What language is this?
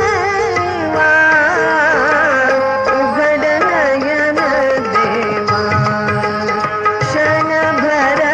Marathi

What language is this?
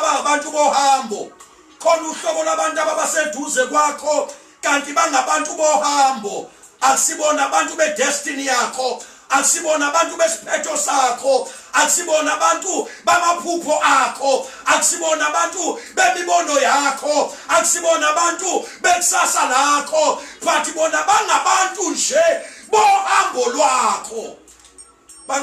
Zulu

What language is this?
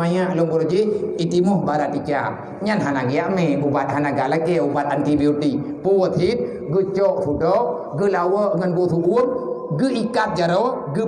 Achinese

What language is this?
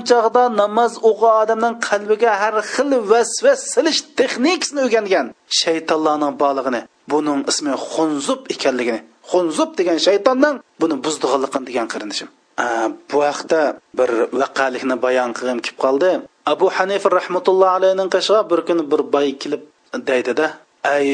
Uyghur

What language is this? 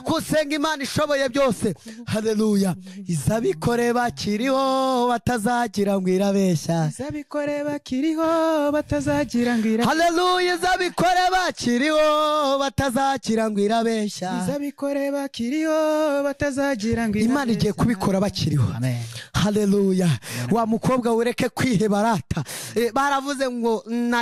Kinyarwanda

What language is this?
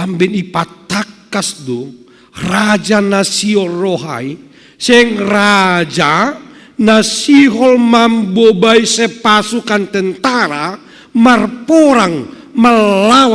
Batak Simalungun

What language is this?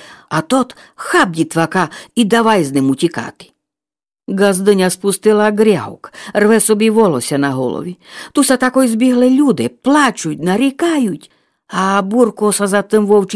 Rusyn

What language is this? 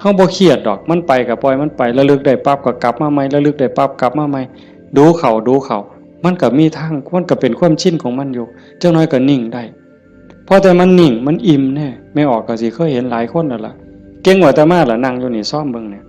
Northeastern Thai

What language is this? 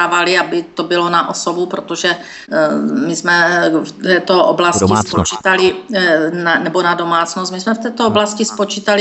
Czech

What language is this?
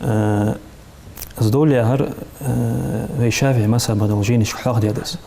Ingush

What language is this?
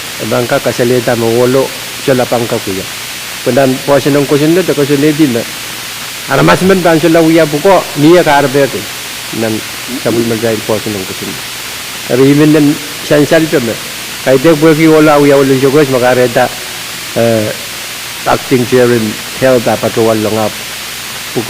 Pohnpeian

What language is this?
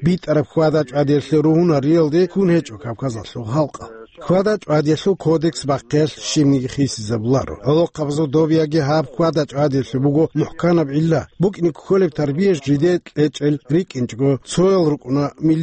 Avaric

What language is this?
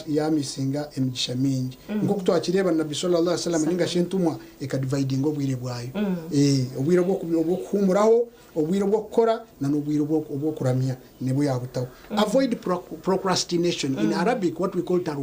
Nyankole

